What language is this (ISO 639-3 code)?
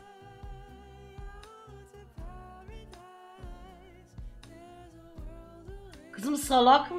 tur